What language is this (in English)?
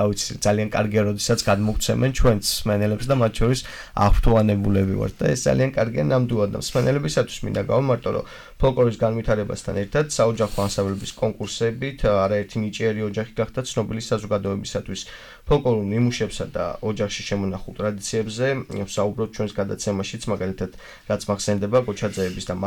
Georgian